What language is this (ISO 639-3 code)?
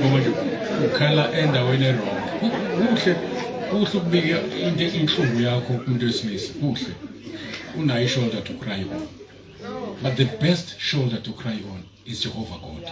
zul